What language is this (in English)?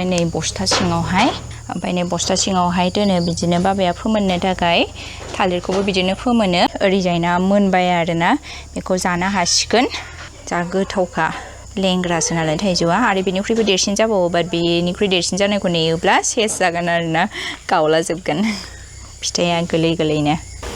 Bodo